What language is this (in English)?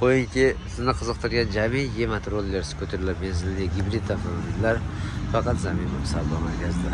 Uzbek